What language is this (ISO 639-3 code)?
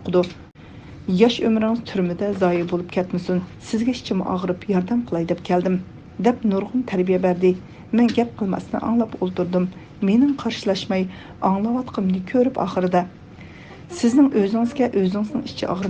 uig